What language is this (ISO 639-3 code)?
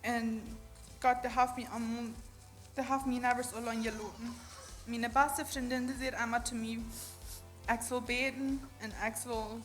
pdt